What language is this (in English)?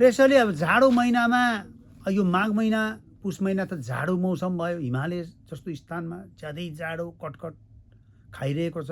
Nepali